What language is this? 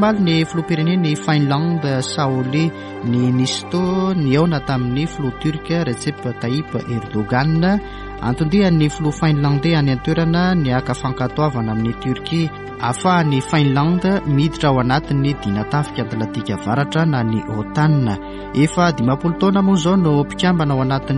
Malagasy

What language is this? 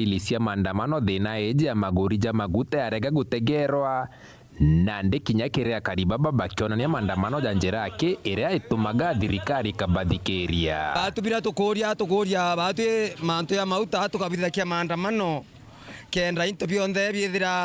Meru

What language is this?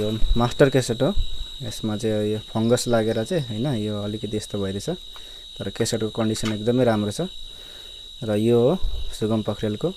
Nepali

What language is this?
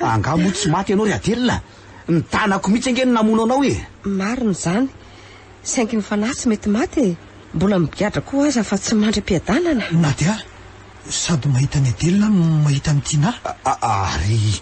Malagasy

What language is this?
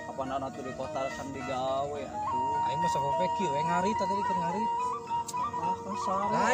Sundanese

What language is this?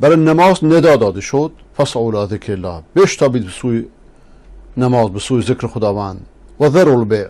Persian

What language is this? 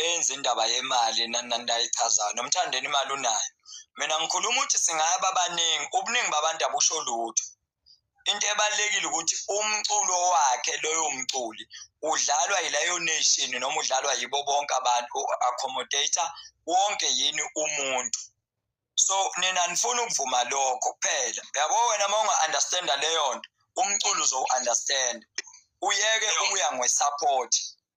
Zulu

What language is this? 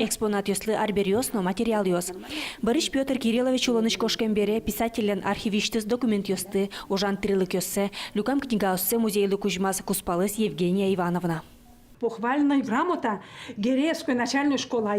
Udmurt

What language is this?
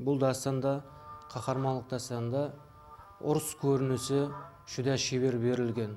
Kara-Kalpak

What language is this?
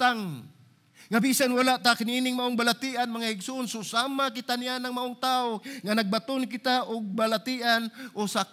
Cebuano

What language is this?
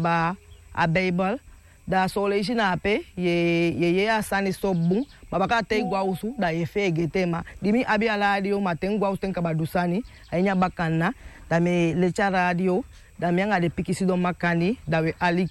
Sranan Tongo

